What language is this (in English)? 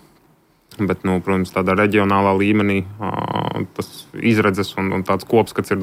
Latvian